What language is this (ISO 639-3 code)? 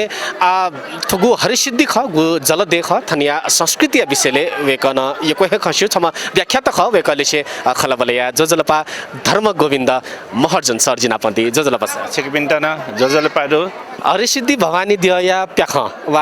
new